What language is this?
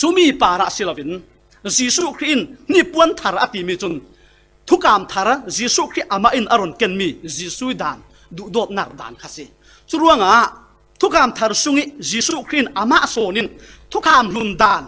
Falam Chin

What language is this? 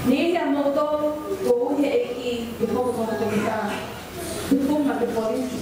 Tongan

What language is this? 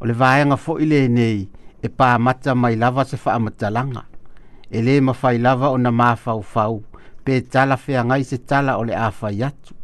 Samoan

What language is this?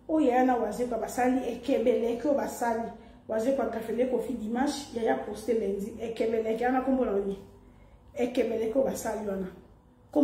Lingala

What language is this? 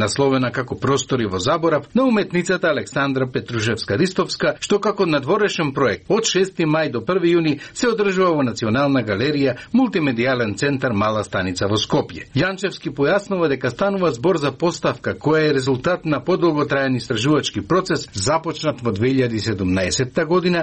Macedonian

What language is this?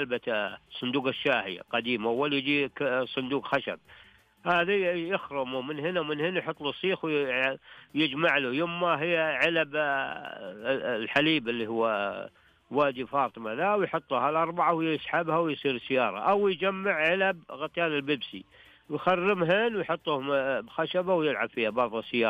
Najdi Arabic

